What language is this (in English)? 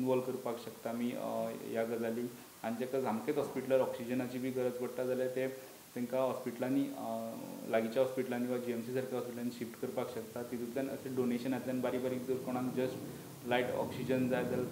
Konkani